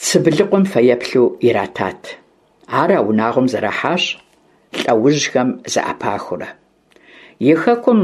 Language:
Kabardian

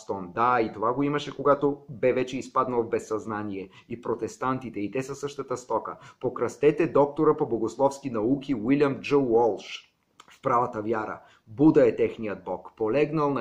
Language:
Bulgarian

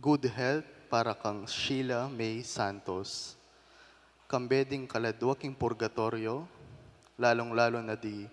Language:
Pampanga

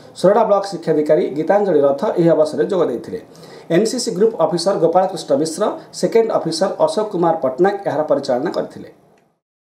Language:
Odia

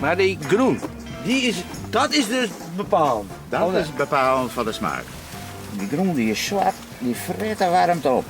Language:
Western Frisian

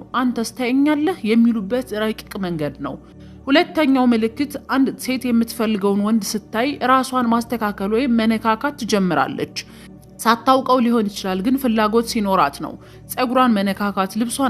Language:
Amharic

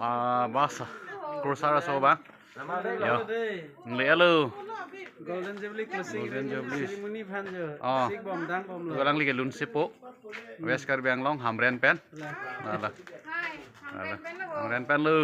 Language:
Karbi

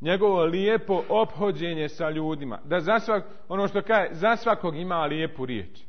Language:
Bosnian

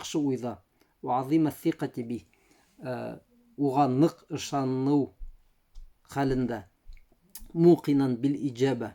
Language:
Bashkir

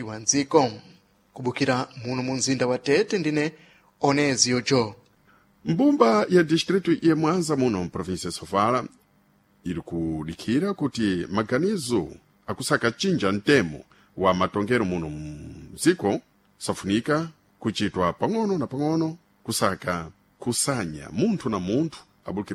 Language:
Sena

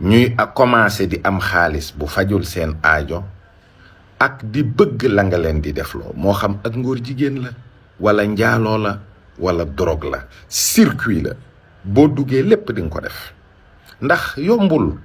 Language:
Wolof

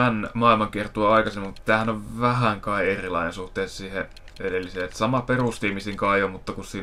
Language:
Finnish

